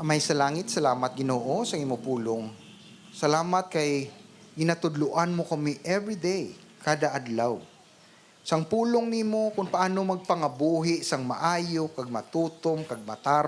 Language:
Hiligaynon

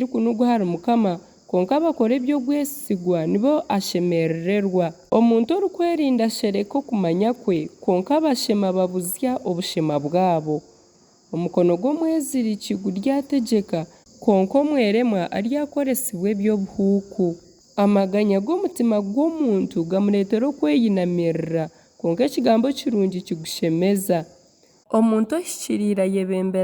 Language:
Nyankole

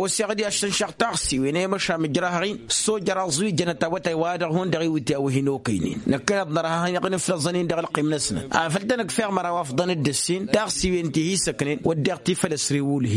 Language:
Tamasheq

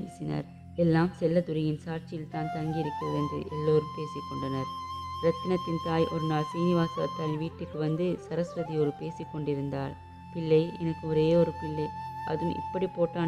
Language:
Tamil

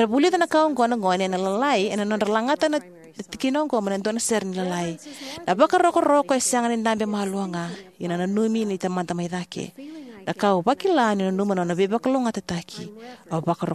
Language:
Fijian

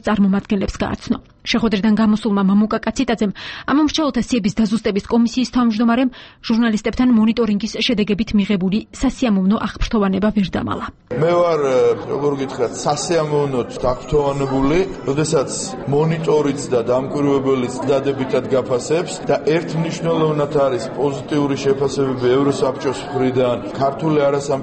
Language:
Georgian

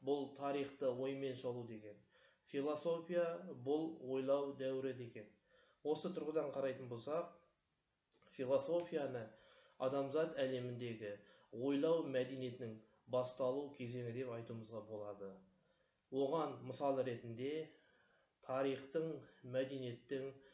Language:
Kazakh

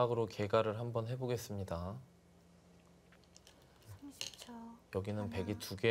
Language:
Korean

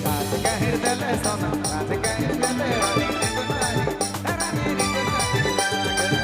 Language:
Sadri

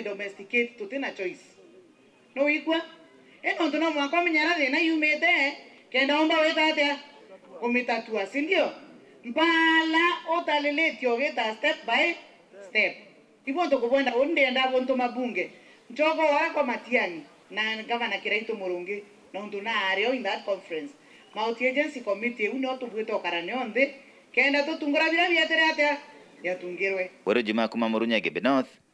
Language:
Meru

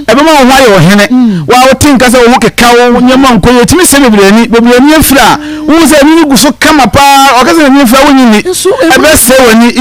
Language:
Akan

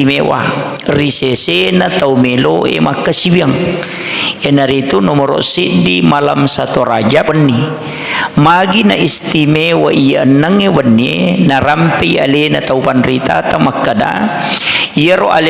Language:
Buginese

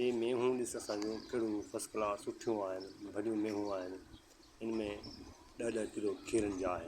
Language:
Sindhi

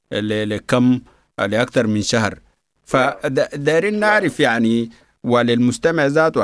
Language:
Sudanese Arabic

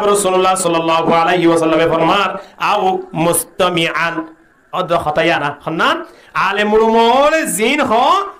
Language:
Rohingya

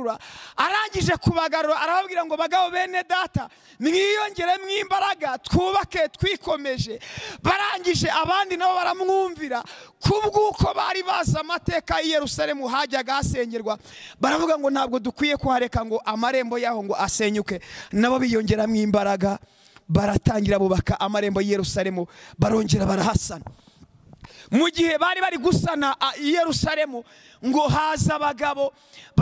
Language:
Kinyarwanda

